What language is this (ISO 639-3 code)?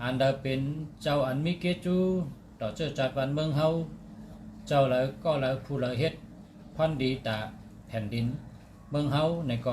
shn